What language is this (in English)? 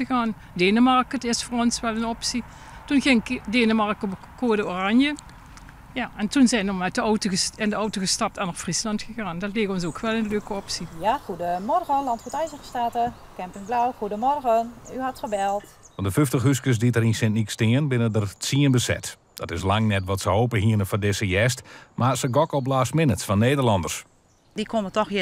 Western Frisian